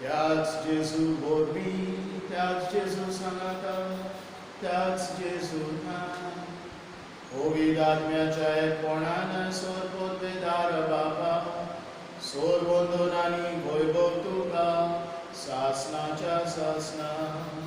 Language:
Konkani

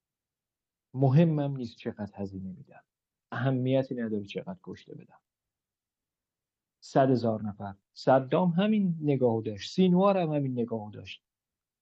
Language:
Persian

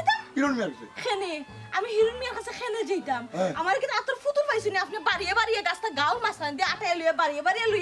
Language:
Sylheti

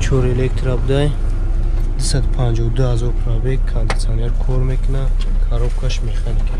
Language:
Tajik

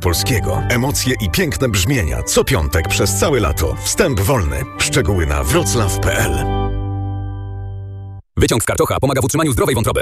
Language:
Polish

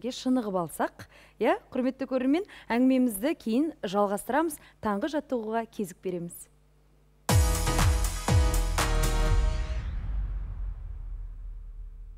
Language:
Kazakh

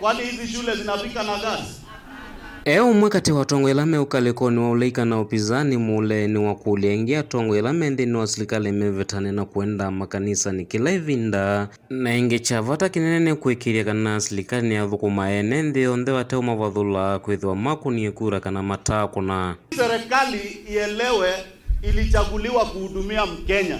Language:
Kamba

